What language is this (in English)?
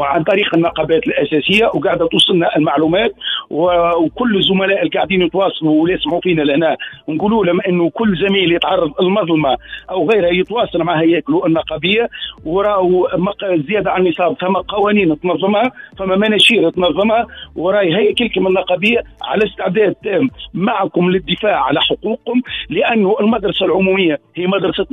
Tunisian Arabic